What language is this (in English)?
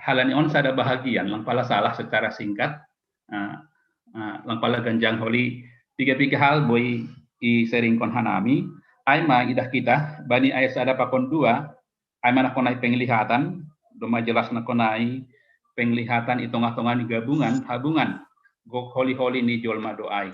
Batak Simalungun